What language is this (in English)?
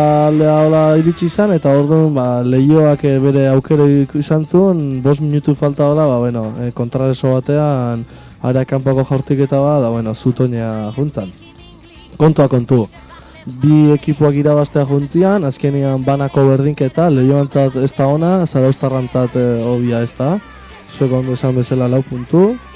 Basque